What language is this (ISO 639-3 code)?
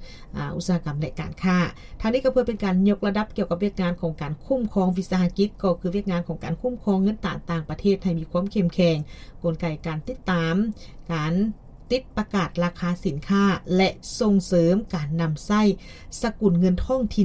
lao